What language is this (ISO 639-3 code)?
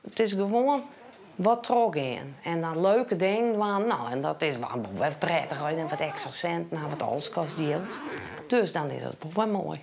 fry